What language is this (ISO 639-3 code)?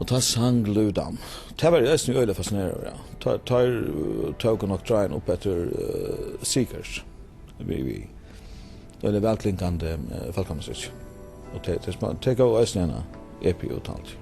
fao